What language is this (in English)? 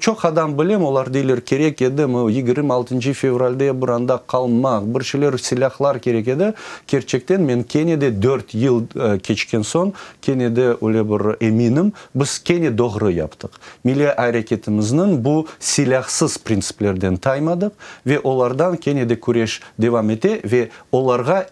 Crimean Tatar